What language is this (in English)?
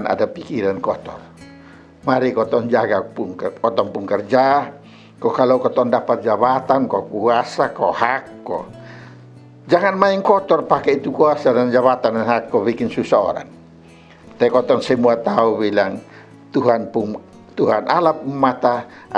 Kupang Malay